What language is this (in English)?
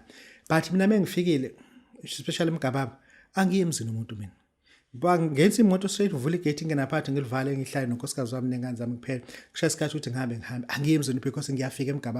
Zulu